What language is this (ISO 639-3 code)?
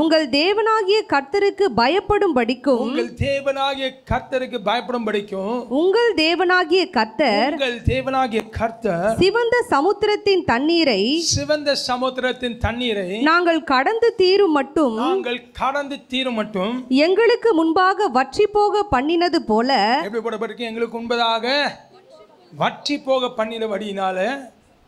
tam